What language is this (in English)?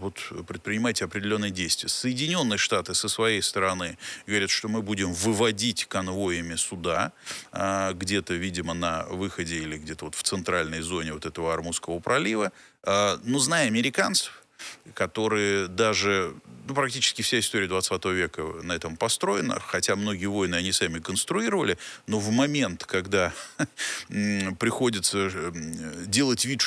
Russian